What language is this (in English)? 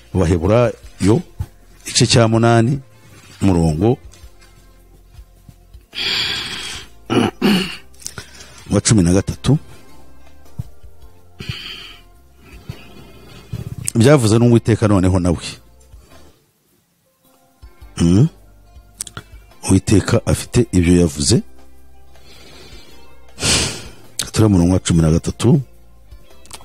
Kinyarwanda